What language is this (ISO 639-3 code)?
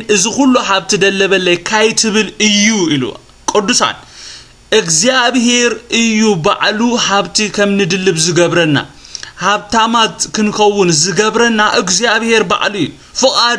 tir